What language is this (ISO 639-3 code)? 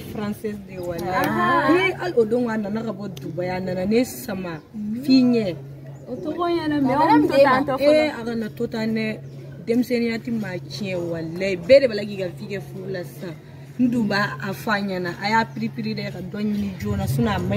bam